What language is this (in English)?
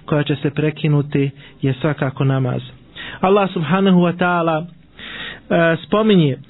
Bosnian